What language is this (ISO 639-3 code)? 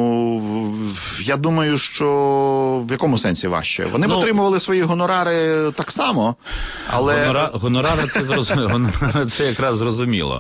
ukr